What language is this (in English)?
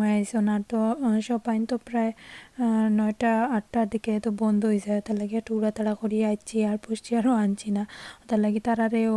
Sylheti